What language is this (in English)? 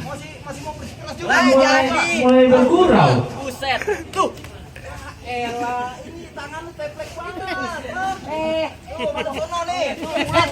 Betawi